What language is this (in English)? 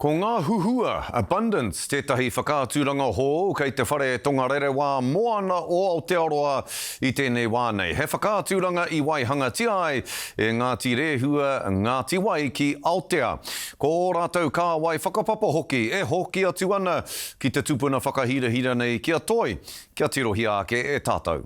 Māori